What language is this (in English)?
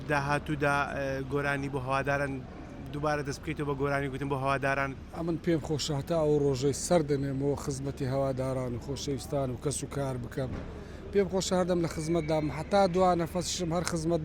Central Kurdish